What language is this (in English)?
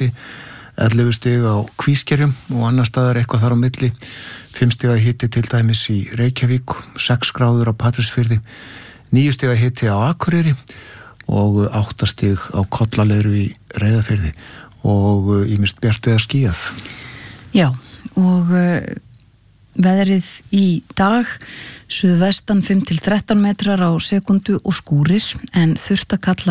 Icelandic